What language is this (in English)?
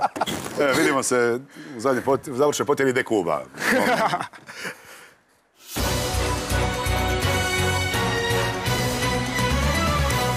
Croatian